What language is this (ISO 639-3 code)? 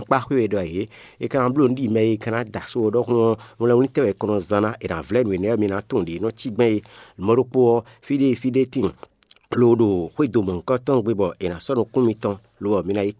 fon